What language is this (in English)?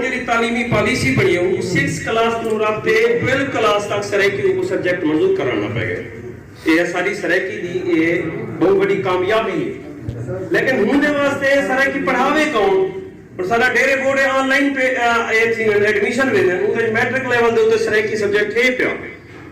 Saraiki